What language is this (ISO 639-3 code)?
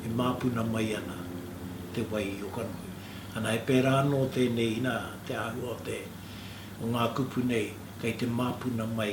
mri